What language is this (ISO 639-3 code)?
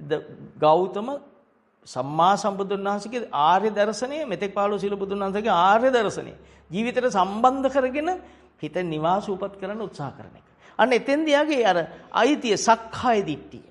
sin